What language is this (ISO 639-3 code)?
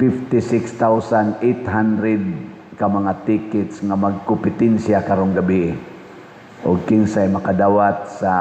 ceb